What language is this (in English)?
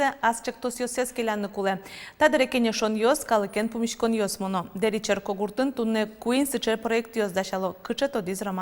Udmurt